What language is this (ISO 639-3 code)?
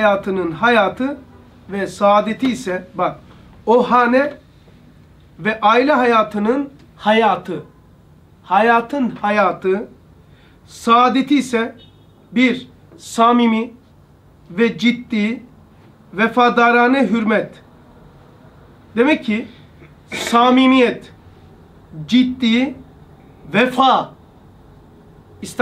tur